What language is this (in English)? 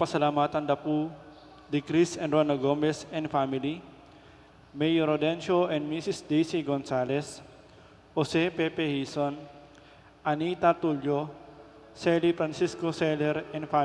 Pampanga